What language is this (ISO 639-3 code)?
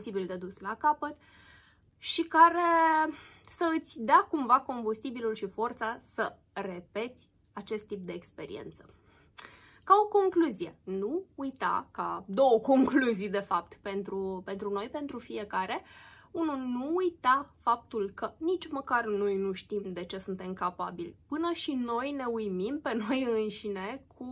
ron